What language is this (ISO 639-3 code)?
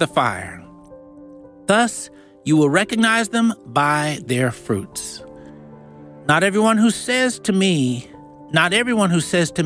eng